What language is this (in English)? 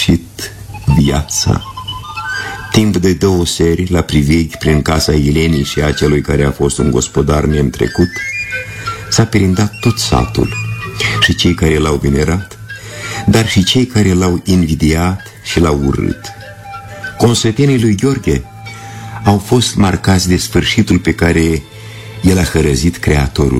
Romanian